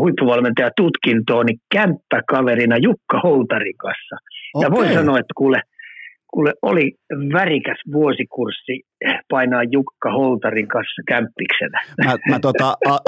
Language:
Finnish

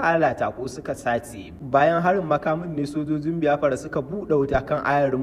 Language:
Hausa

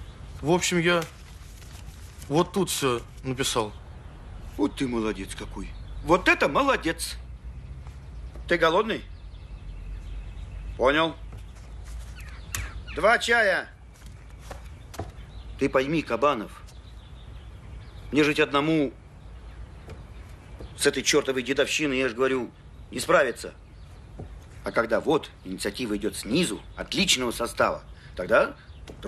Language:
Russian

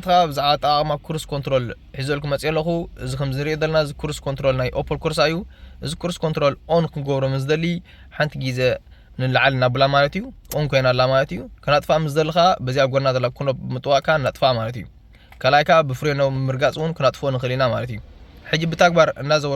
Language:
Tigrinya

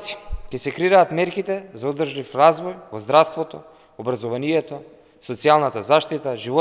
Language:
Macedonian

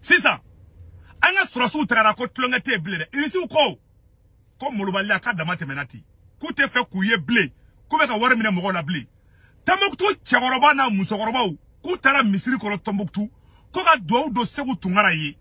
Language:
Bambara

